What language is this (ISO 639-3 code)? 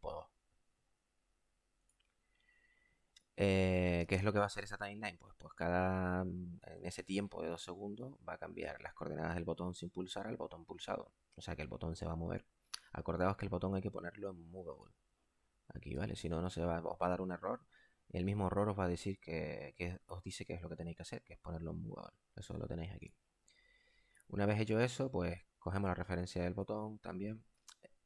spa